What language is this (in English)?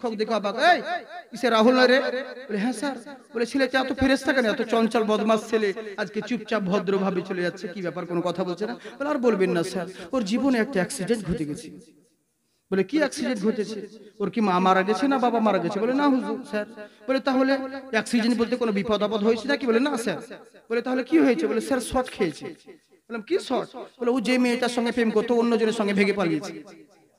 Bangla